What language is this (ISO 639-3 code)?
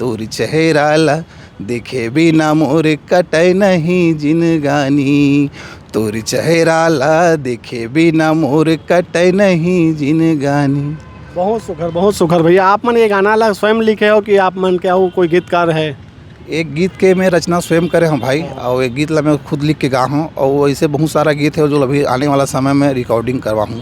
hne